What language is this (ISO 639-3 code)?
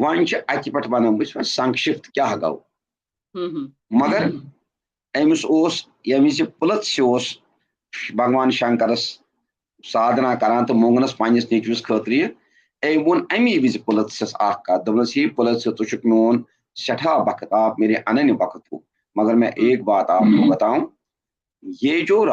kas